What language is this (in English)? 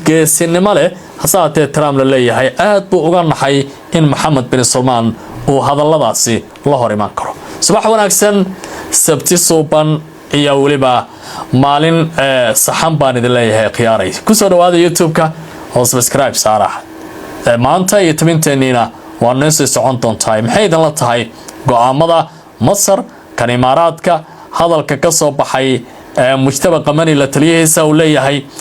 Somali